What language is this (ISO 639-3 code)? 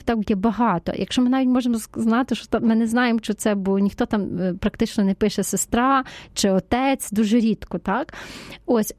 ukr